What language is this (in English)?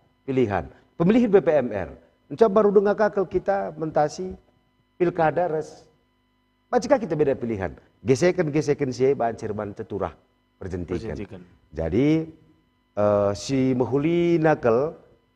Batak Karo